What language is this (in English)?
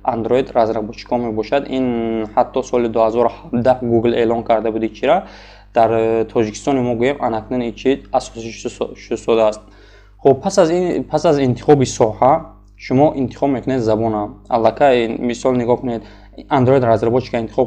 Tajik